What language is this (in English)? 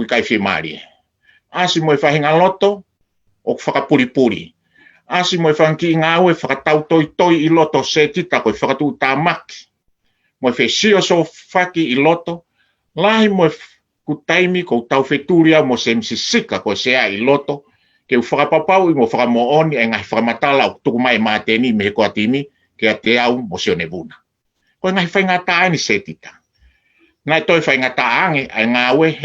Tongan